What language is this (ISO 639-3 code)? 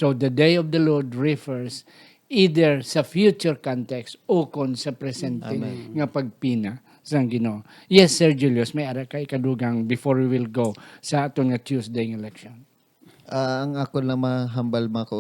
hil